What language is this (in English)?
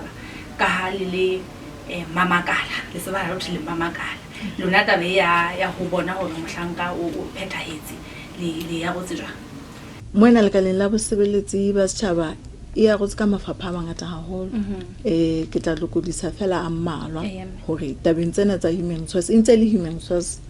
Southern Sotho